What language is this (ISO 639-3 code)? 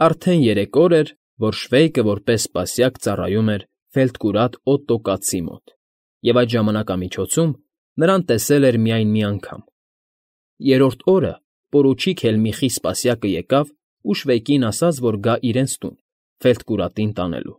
hye